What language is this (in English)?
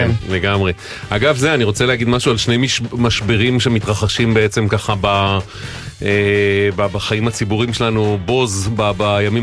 Hebrew